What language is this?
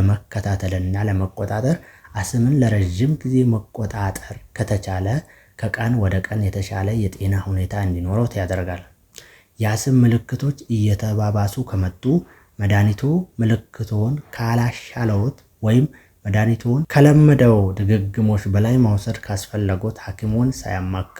Amharic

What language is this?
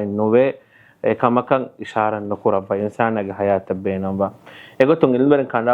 Divehi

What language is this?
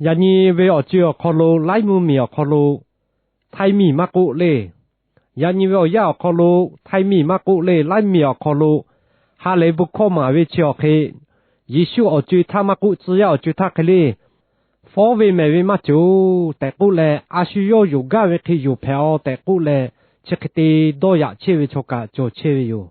Lahu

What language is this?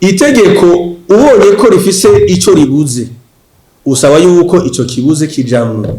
Rundi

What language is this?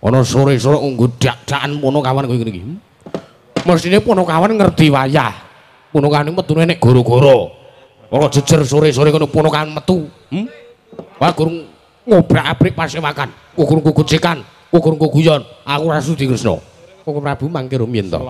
Javanese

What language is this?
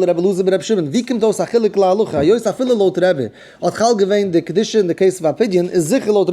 Yiddish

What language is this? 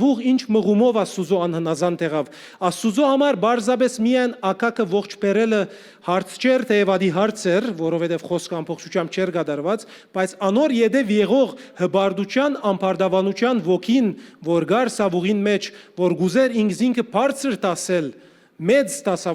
Western Armenian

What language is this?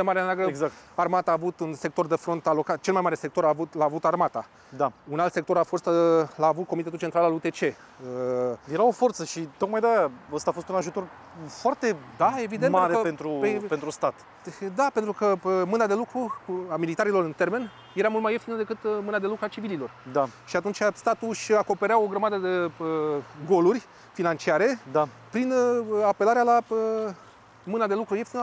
Romanian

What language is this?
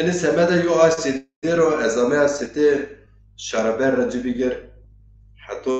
Zaza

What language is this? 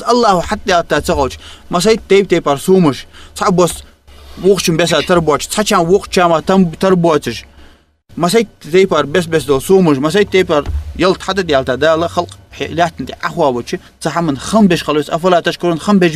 Ingush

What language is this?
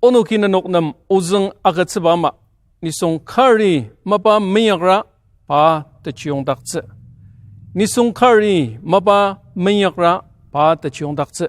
Ao Naga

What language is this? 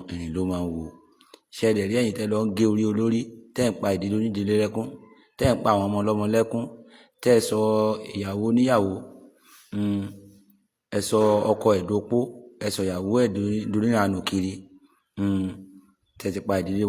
Yoruba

